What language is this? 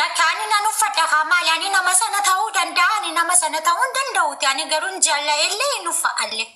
Oromo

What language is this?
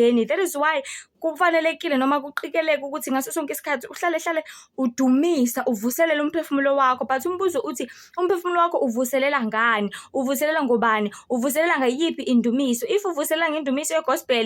Zulu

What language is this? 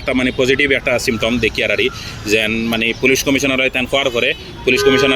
Sylheti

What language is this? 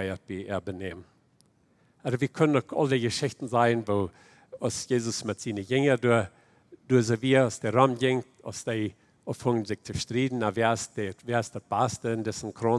Plautdietsch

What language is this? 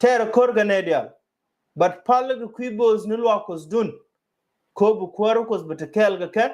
Nuer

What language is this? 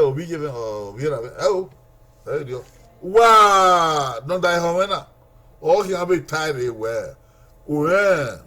Bini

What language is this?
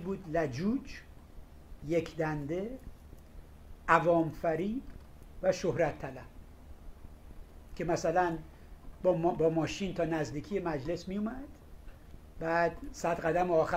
Persian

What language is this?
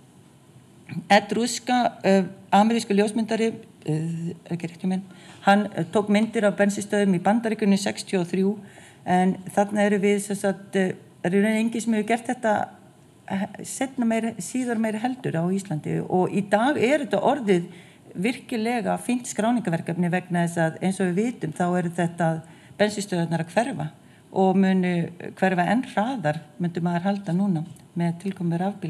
Icelandic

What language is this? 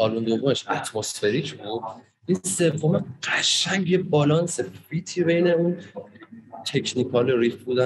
Persian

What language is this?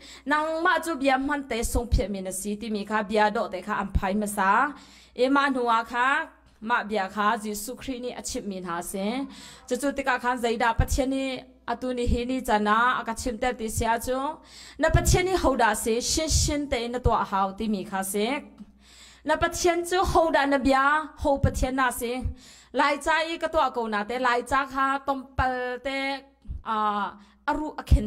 Hakha Chin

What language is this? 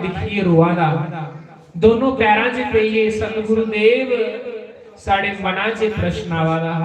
Dogri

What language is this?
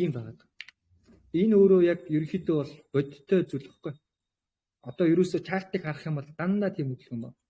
Mongolian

